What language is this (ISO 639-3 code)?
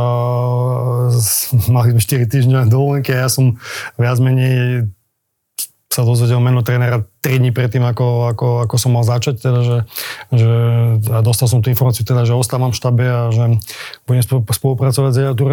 slk